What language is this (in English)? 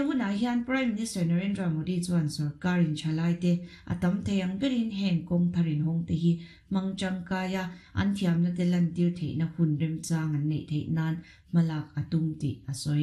Mizo